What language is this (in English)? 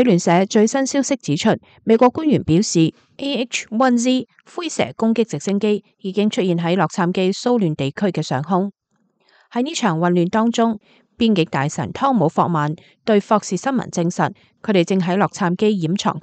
Cantonese